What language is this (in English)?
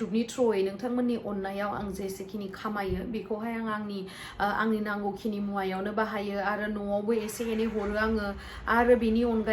Bodo